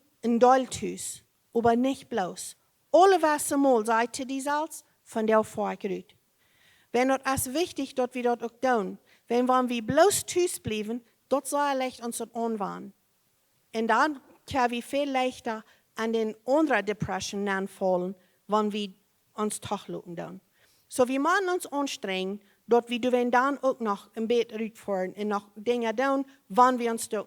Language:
Plautdietsch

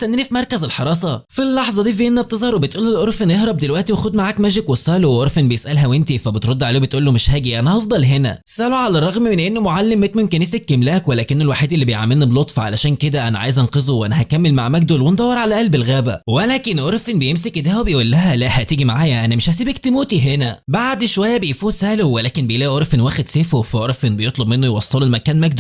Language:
Egyptian Arabic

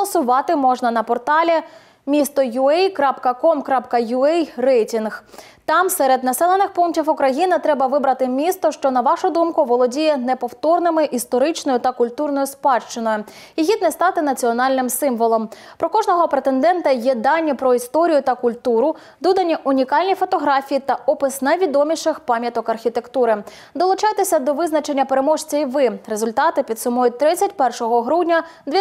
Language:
Ukrainian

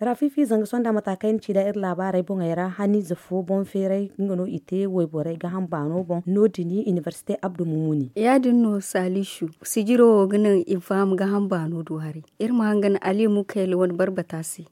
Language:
Zarma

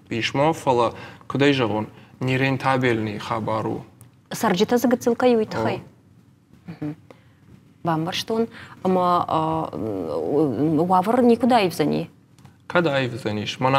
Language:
Ossetic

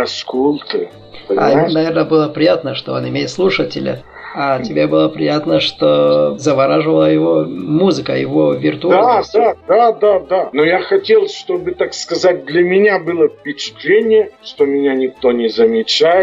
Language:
Russian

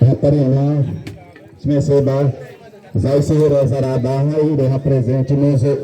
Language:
Xavánte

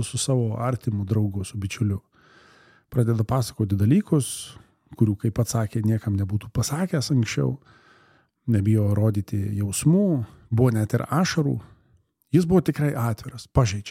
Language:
Lithuanian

